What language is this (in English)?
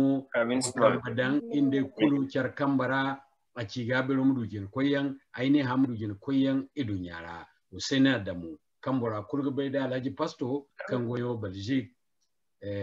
Zarma